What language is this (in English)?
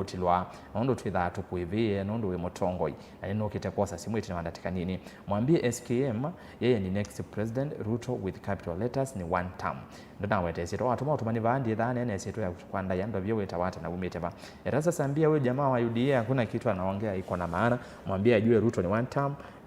Kamba